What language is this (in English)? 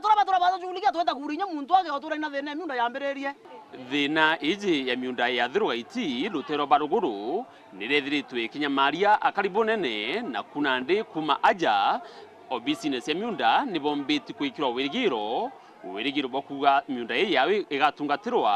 Meru